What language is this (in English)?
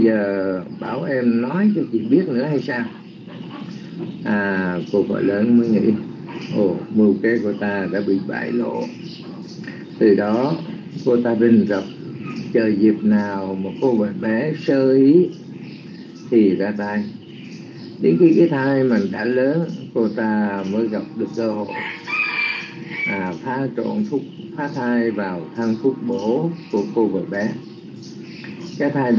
Vietnamese